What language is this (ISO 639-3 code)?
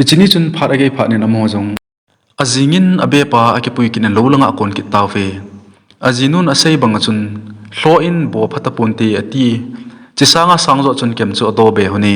tcz